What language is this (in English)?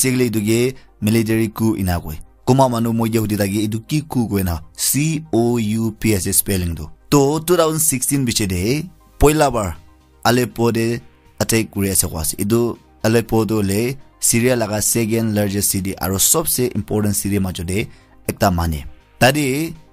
Naga Pidgin